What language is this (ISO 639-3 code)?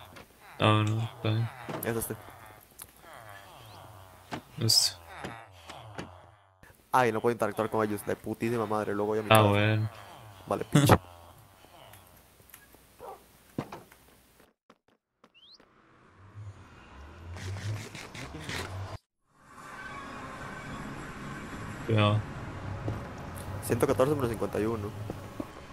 spa